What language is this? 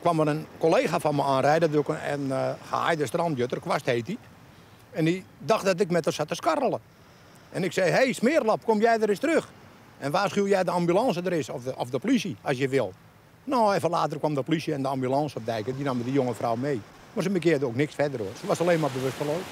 Western Frisian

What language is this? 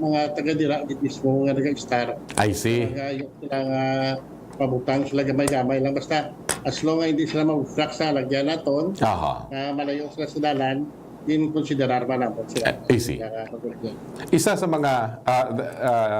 Hiligaynon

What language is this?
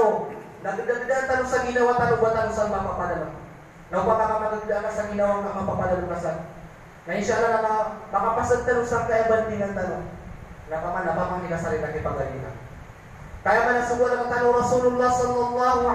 Maranao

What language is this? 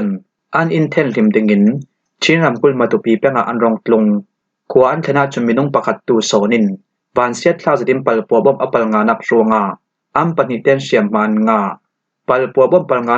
Falam Chin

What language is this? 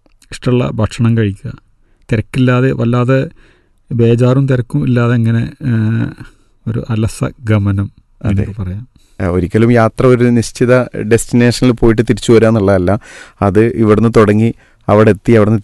Malayalam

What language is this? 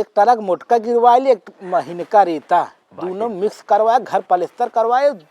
Awadhi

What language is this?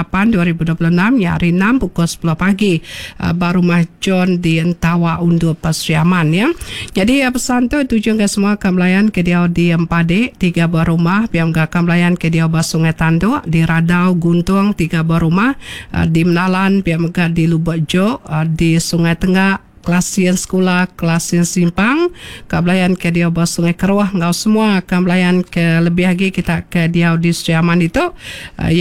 Iban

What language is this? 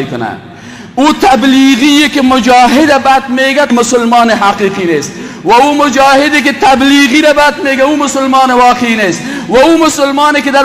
Persian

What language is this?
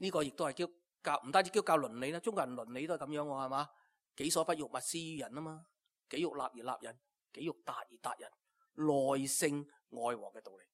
Cantonese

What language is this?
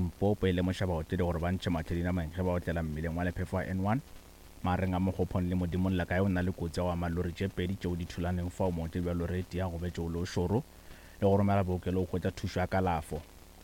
Northern Sotho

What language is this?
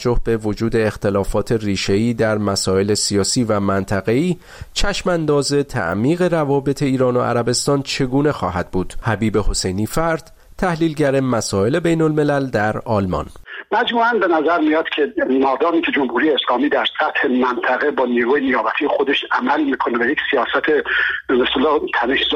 Persian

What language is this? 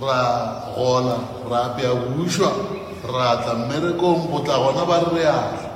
Northern Sotho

